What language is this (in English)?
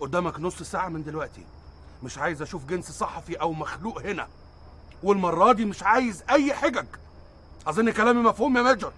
Egyptian Arabic